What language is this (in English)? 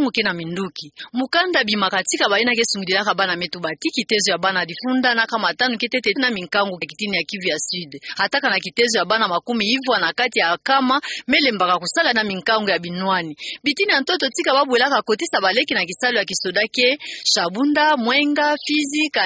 Kituba (Democratic Republic of Congo)